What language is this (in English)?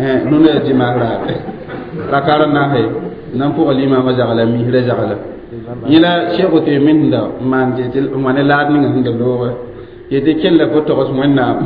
Mossi